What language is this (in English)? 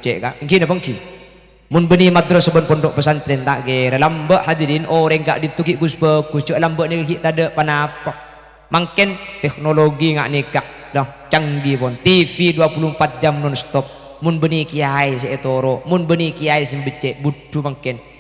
Madurese